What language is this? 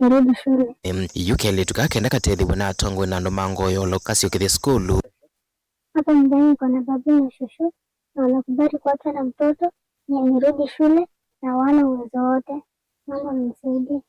Kamba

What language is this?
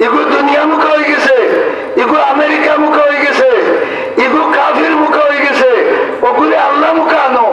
Sylheti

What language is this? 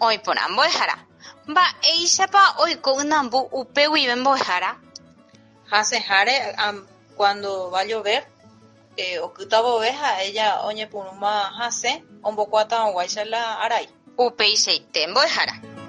Guarani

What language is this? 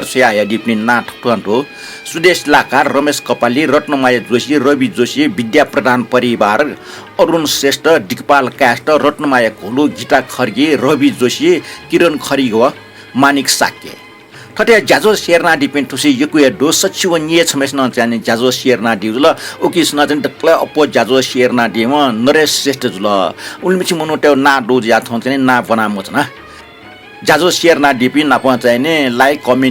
Newari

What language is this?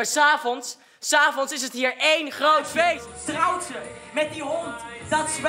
Western Frisian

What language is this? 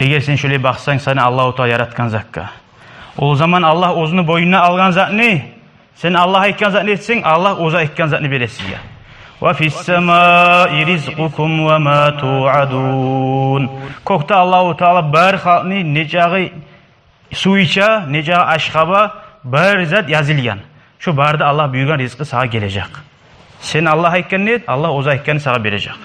Kumyk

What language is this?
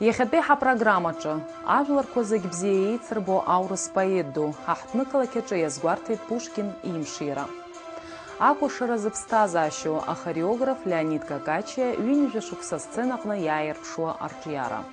Abkhazian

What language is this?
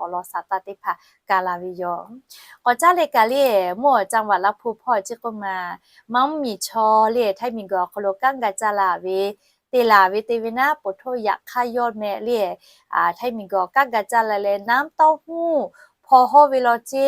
Lahu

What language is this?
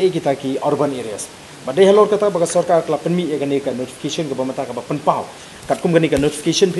Khasi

